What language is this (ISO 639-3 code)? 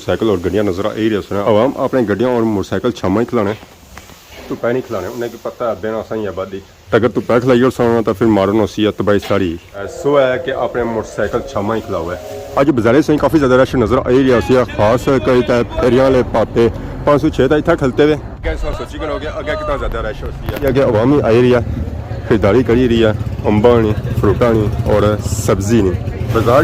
phr